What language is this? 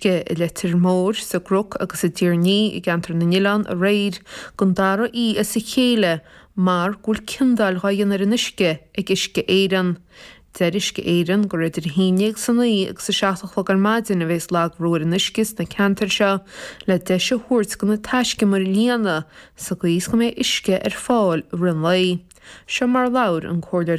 Irish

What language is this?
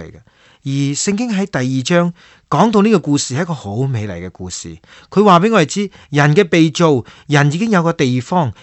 Cantonese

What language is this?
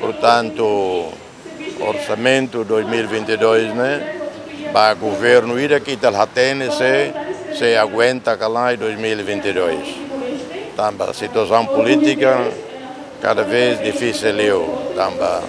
Tetum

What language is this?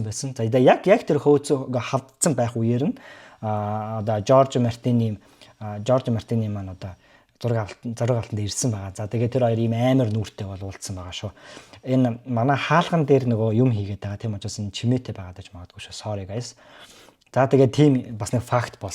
Mongolian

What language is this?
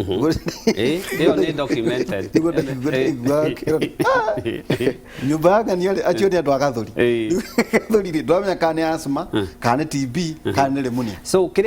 Kikuyu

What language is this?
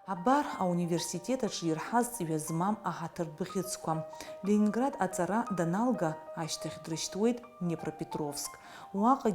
Abkhazian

